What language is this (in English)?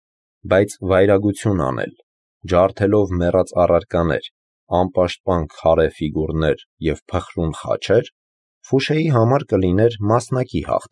Armenian